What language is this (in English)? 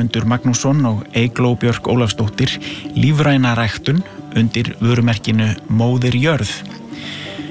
Icelandic